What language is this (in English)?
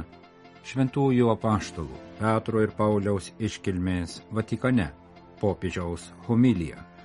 Lithuanian